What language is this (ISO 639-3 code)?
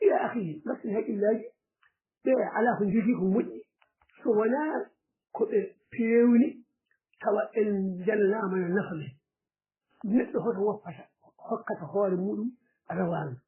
ful